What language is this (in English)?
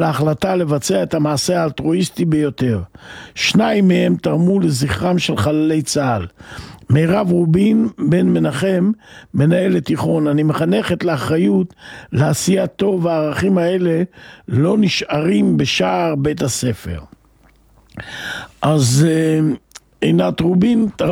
Hebrew